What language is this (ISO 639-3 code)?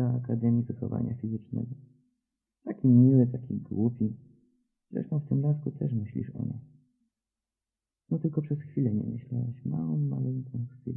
pol